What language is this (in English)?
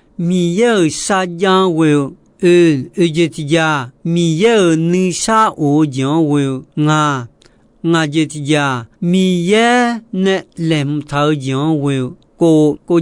Akha